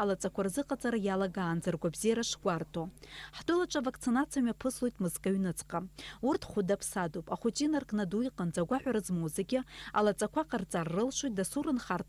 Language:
Abkhazian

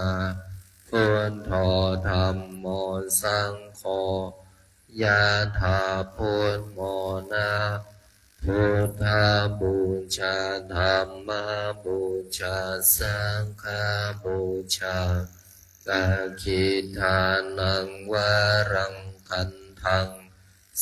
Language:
Pali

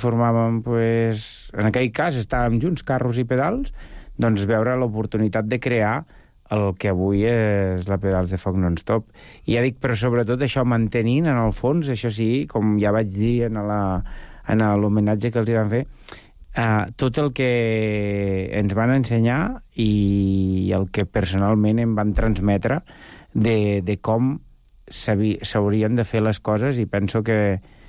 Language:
Catalan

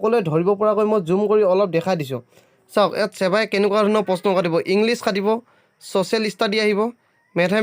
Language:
Assamese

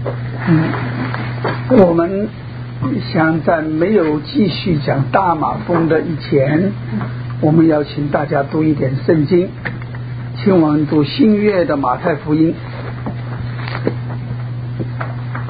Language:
Chinese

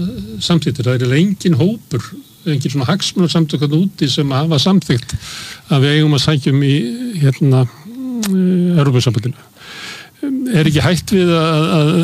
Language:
Icelandic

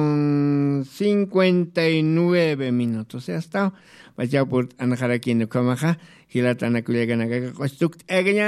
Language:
Aymara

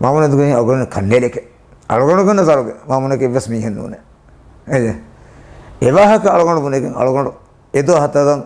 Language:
Divehi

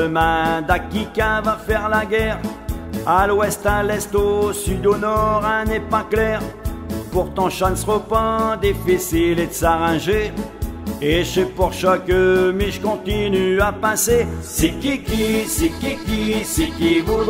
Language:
Picard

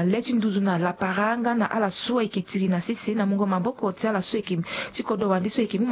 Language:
Sango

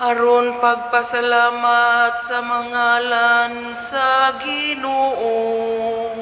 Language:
Cebuano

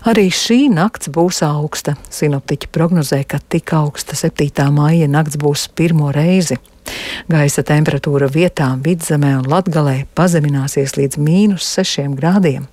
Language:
Latvian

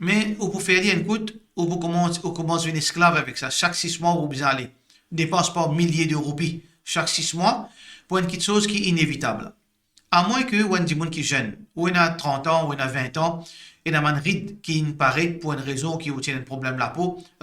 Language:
Morisyen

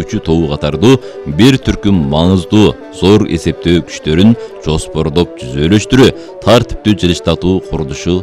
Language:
Kyrgyz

